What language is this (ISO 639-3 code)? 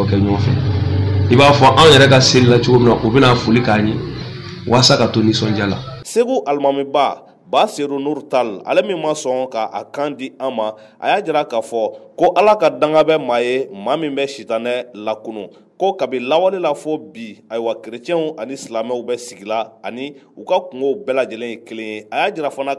bam